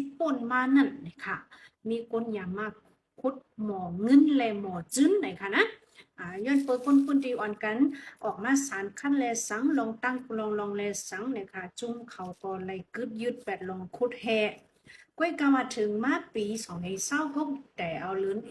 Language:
Shan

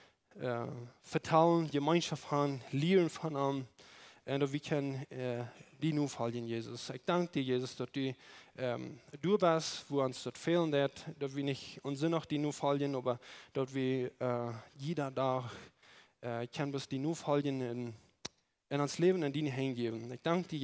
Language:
Plautdietsch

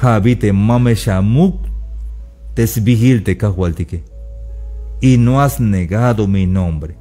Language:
Tzeltal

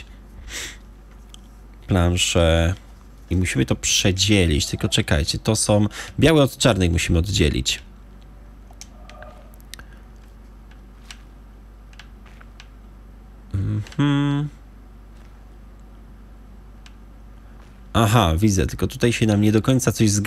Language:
Polish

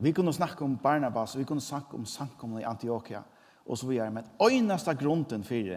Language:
Faroese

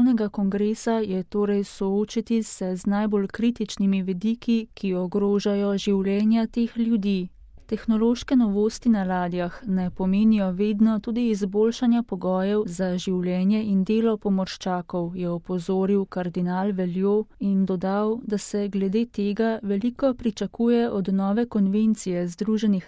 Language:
Slovenian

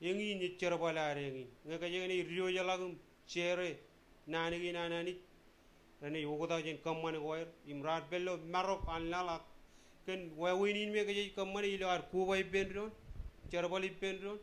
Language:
Marshallese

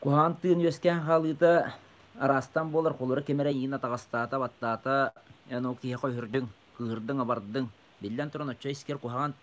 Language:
Yakut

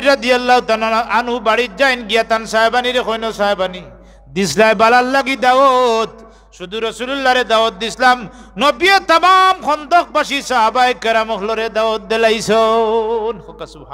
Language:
Sylheti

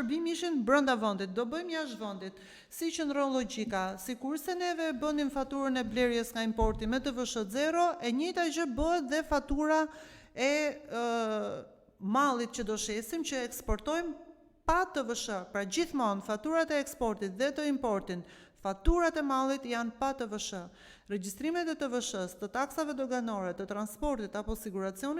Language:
Albanian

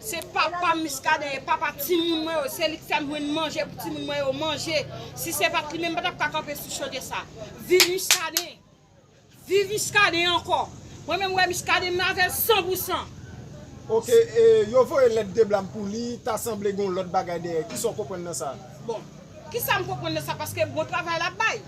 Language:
Haitian Creole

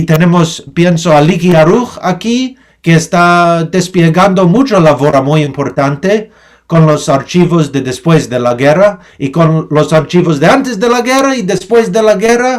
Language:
Ladino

